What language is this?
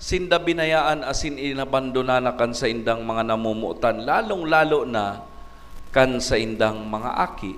Bikol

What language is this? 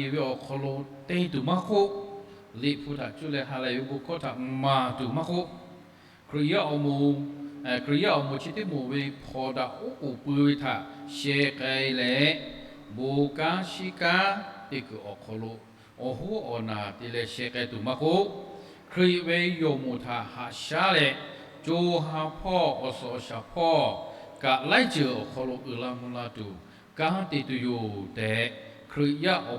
Lahu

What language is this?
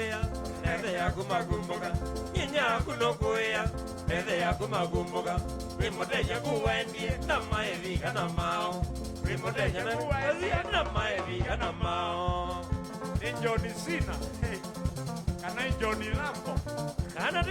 Kamba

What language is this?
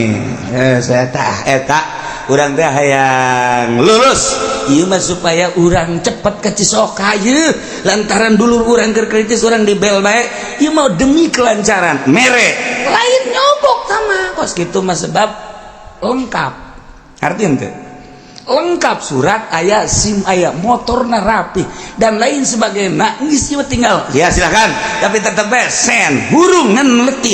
Sundanese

